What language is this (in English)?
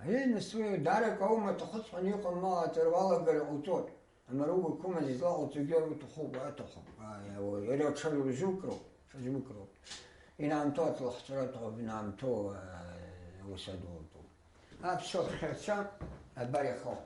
Abkhazian